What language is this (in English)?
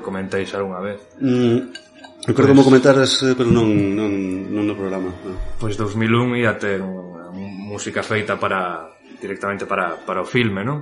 Galician